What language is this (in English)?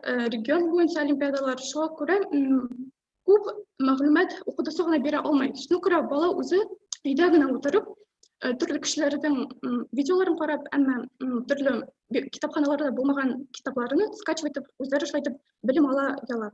Bashkir